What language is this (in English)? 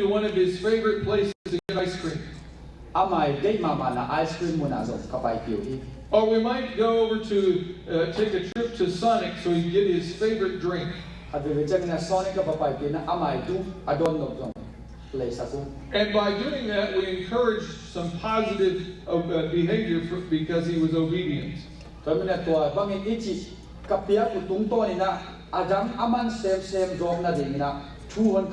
Tedim Chin